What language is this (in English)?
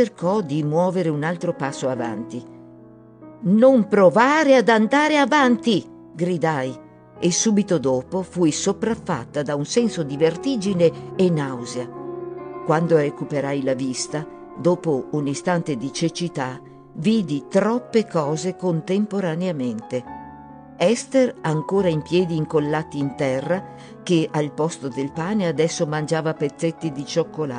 Italian